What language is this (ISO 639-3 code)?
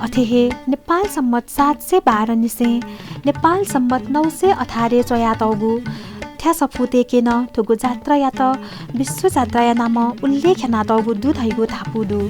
new